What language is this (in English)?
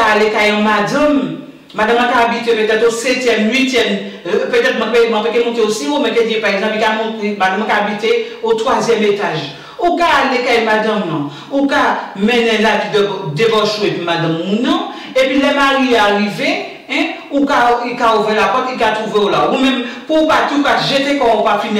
Guadeloupean Creole French